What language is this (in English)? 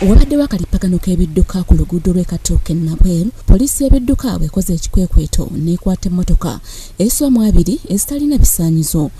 Ganda